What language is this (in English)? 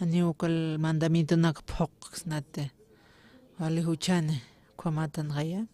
Aymara